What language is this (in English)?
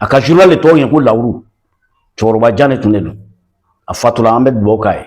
Bambara